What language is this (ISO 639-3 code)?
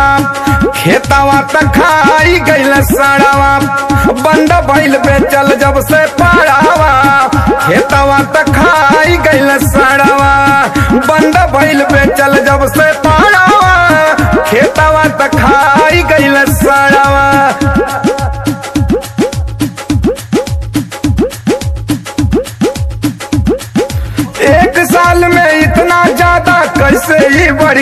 bho